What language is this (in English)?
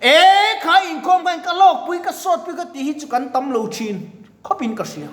Mizo